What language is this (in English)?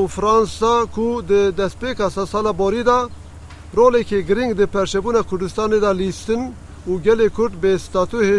Kurdish